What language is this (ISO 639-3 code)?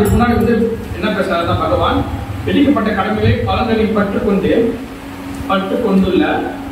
tam